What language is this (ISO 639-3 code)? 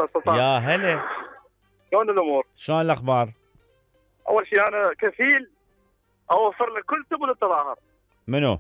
acm